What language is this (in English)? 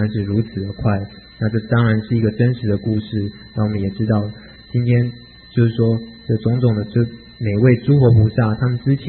Chinese